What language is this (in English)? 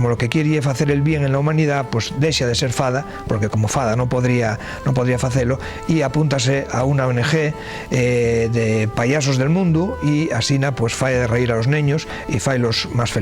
Asturian